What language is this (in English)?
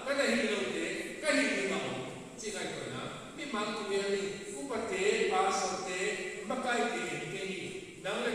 Paite Chin